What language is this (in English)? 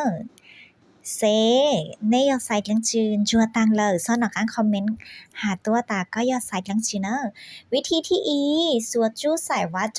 Hmong